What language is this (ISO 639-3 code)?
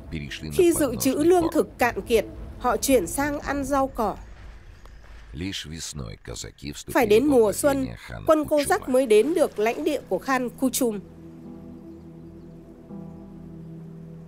vie